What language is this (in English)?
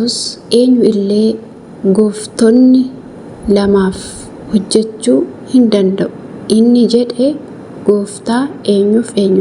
Oromo